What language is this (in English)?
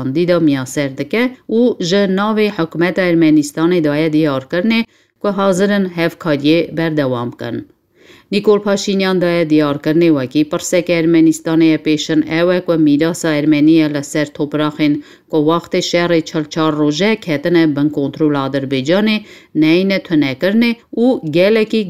Kurdish